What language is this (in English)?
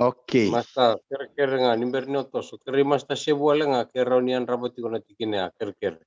Fijian